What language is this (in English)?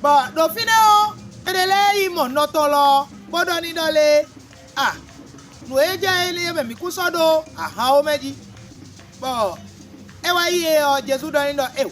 Fon